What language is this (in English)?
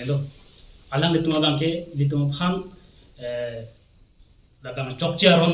Karbi